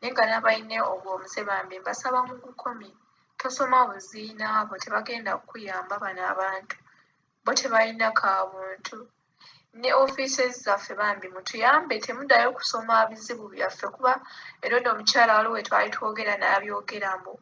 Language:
Ganda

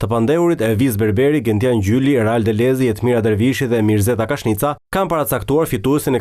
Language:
Albanian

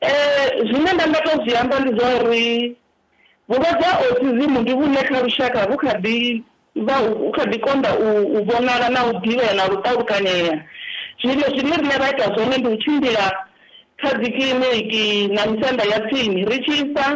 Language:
Venda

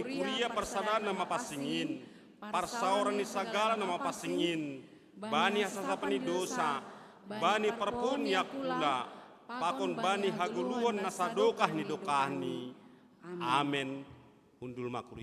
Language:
Batak Simalungun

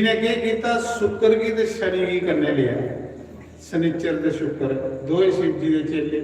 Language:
Dogri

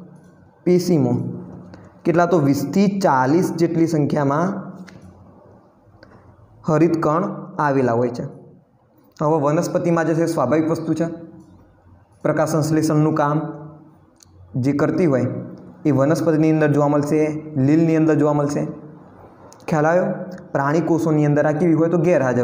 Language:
Gujarati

